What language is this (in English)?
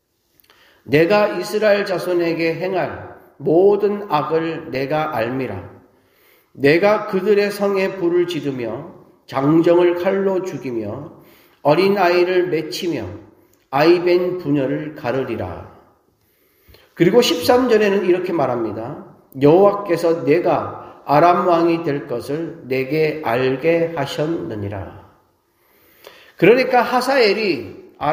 Korean